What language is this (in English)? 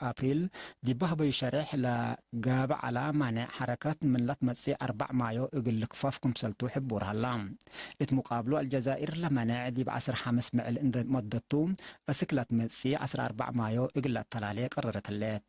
Tigre